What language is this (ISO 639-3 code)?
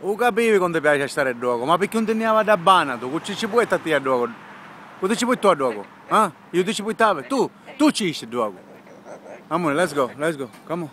scn